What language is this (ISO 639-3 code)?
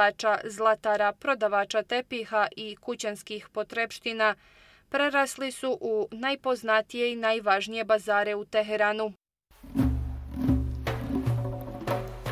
bos